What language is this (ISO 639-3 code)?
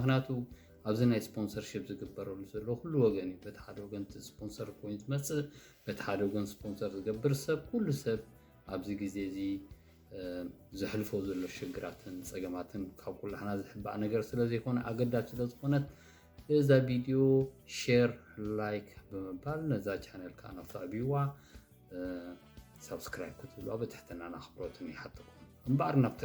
tir